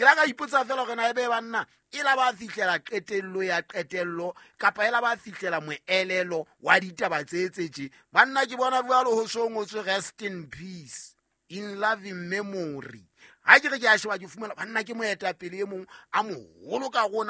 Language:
Southern Sotho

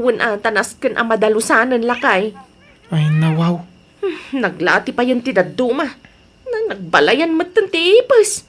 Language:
Iloko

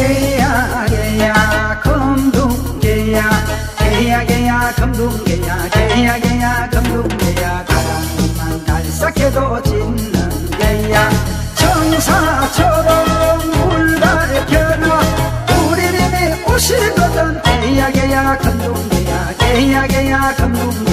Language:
Korean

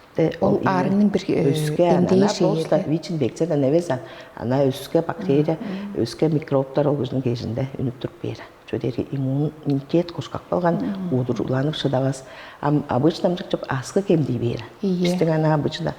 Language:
Tuvinian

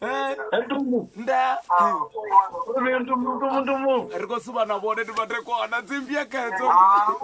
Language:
Venda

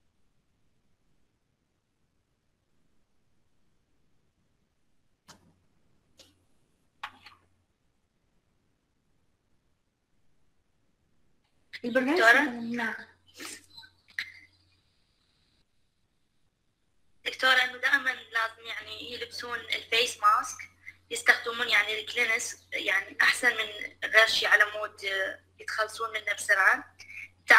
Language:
Mesopotamian Arabic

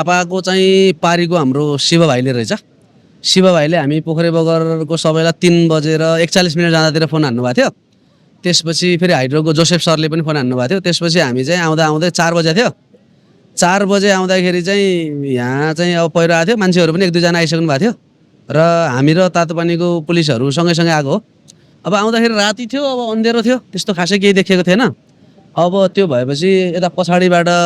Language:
Nepali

